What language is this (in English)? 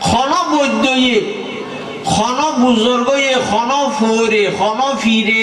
Rohingya